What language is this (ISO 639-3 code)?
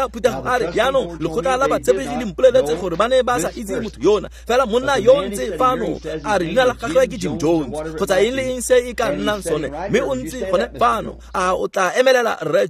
tsn